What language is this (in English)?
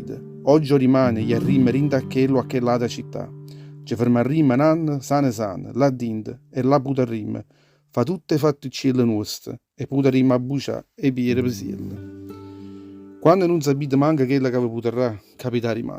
Neapolitan